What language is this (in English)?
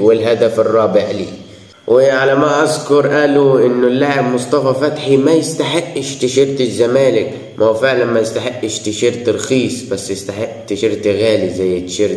Egyptian Arabic